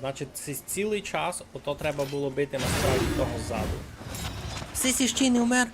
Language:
Rusyn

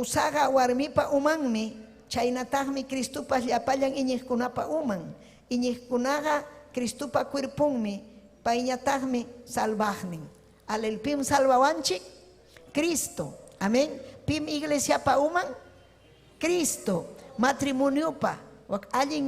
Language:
Ayacucho Quechua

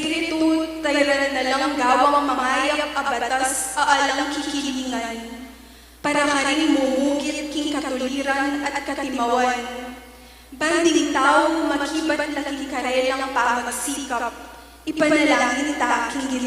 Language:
Pampanga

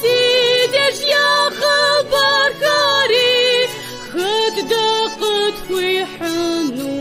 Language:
Kabardian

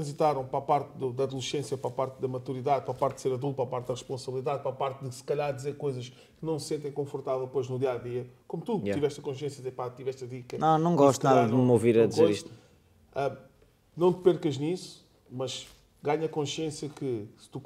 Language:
Portuguese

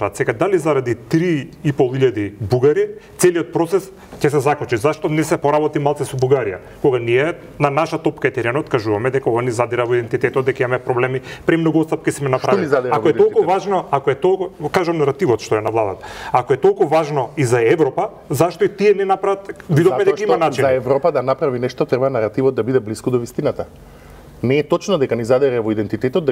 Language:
Macedonian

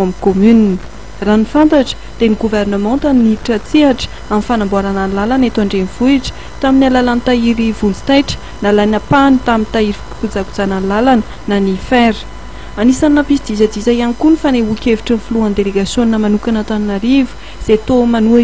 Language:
Malagasy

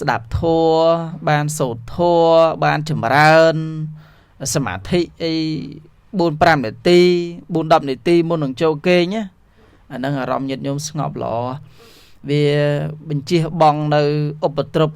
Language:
Khmer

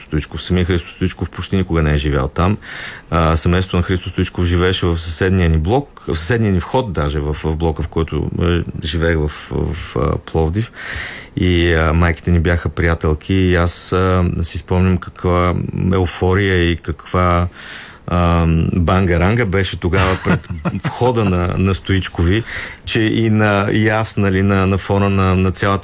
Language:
Bulgarian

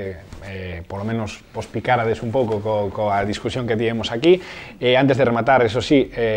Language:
Galician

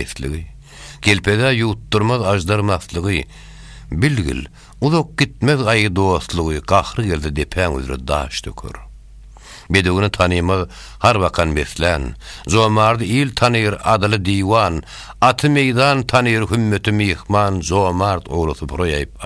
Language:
Turkmen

